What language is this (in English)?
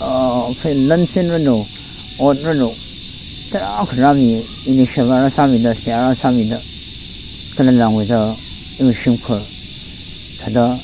Tangkhul Naga (India)